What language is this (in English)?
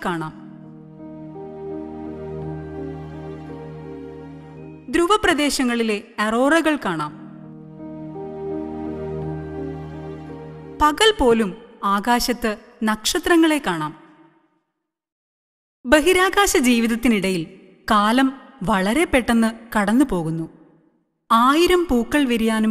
Malayalam